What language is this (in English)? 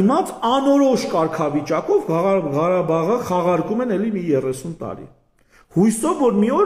Armenian